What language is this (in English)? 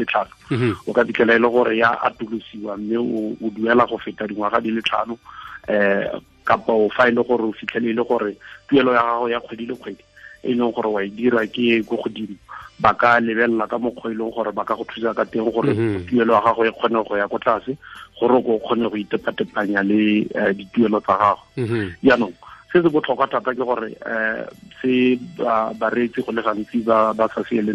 Tswana